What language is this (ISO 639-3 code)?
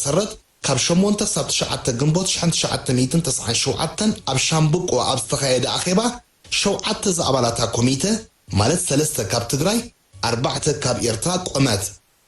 tir